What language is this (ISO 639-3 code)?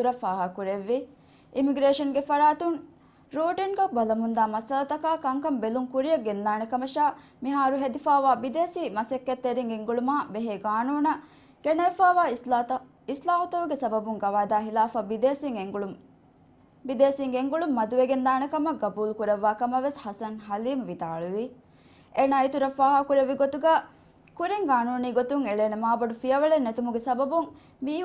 div